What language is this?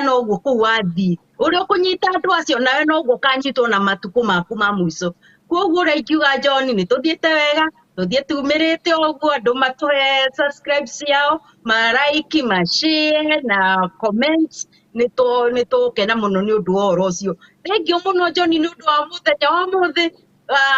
Kikuyu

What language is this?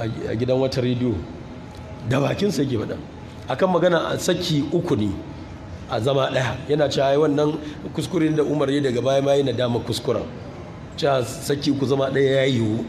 Hausa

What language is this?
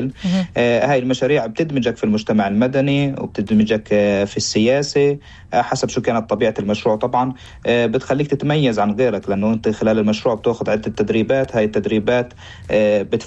North Levantine Arabic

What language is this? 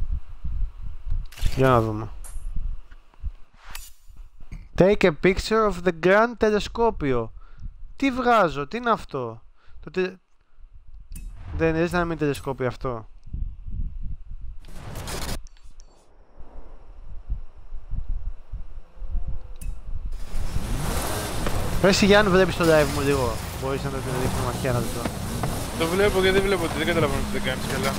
Greek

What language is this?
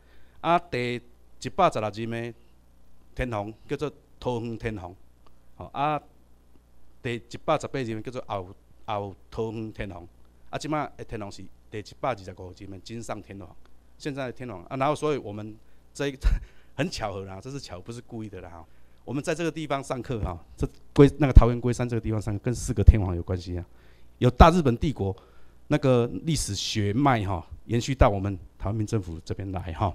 Chinese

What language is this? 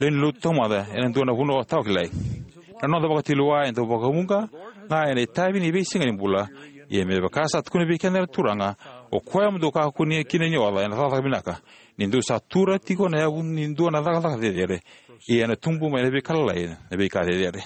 Fijian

